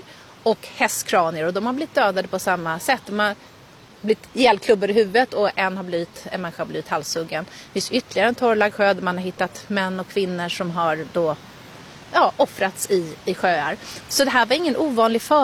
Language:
Swedish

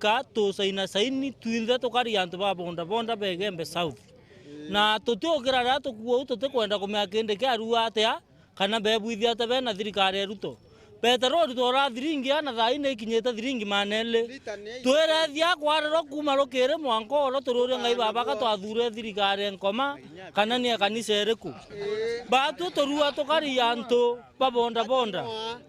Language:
Meru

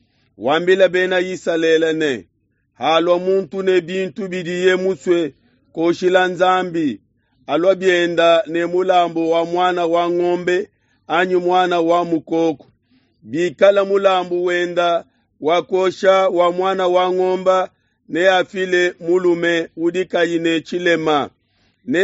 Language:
Luba-Lulua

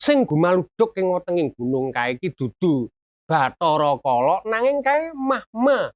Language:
Javanese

